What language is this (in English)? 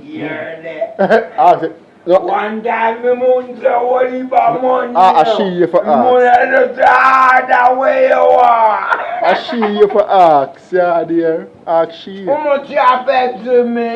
Jamaican Creole English